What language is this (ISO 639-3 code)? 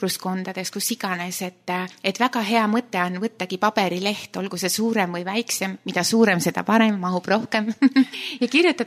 est